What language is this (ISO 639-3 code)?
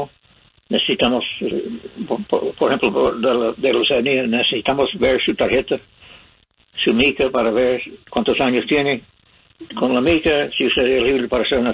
spa